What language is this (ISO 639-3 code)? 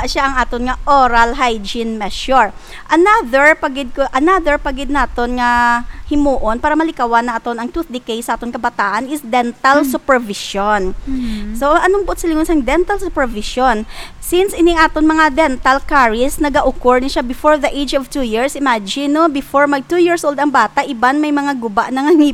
hil